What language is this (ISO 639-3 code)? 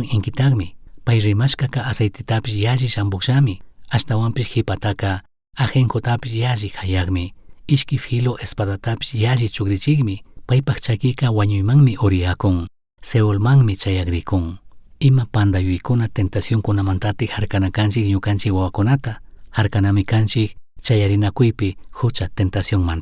qug